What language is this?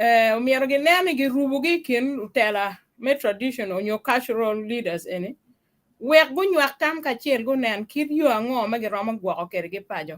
Acoli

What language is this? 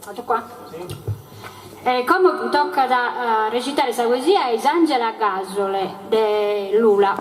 Sardinian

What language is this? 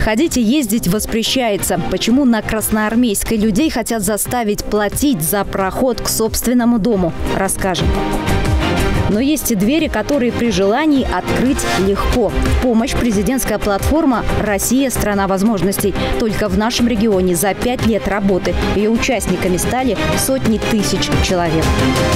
Russian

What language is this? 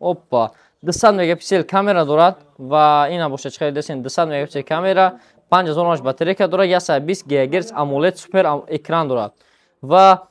Tajik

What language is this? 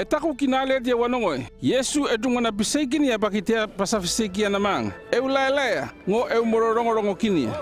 North Efate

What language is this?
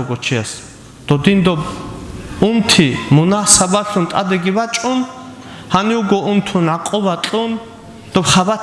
Avaric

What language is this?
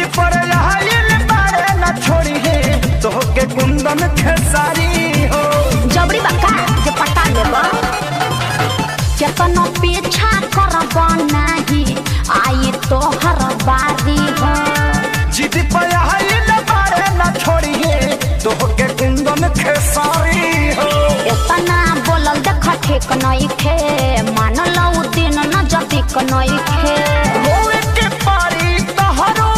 Bhojpuri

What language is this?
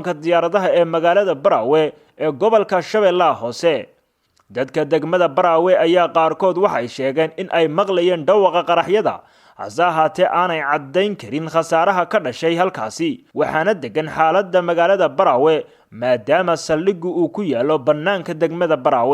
Somali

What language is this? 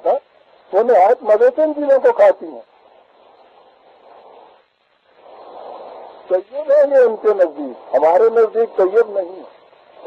Urdu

